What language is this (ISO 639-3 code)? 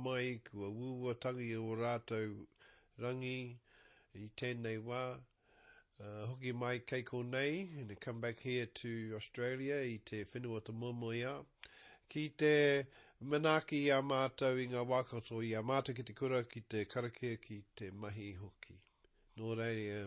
mri